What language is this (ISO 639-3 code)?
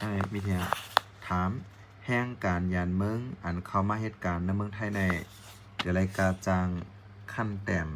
shn